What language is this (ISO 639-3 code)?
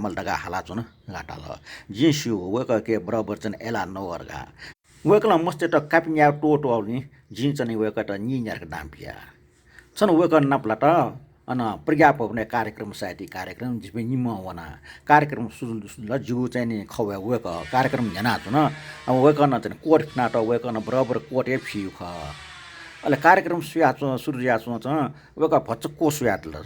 new